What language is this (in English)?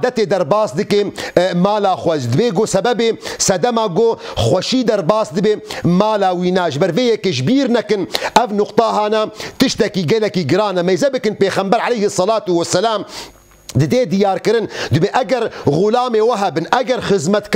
Kurdish